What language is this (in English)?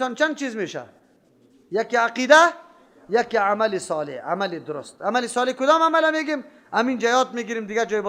Persian